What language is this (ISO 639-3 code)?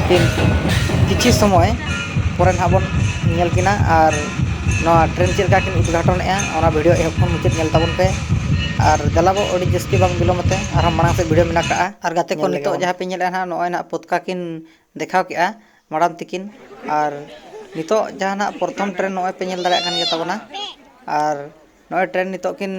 sat